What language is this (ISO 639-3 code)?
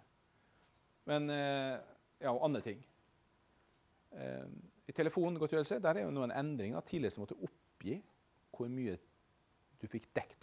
nor